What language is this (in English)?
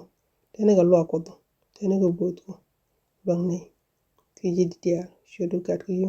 Nuer